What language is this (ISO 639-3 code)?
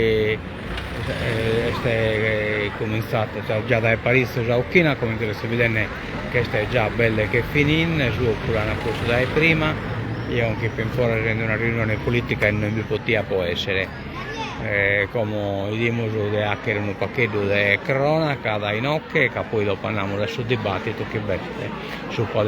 srd